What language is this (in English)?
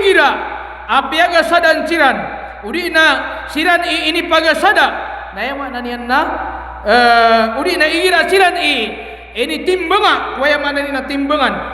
Maranao